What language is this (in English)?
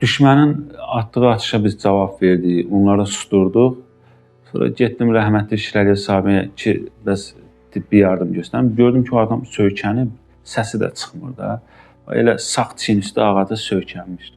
Azerbaijani